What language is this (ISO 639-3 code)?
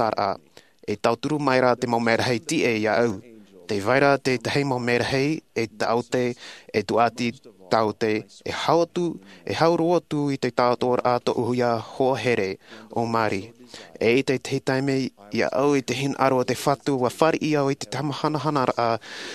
tah